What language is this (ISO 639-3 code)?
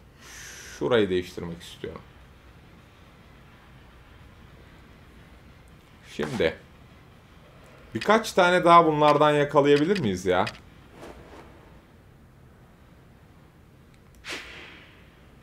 tur